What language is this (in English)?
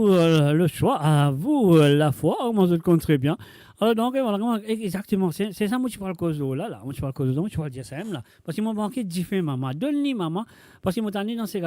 Morisyen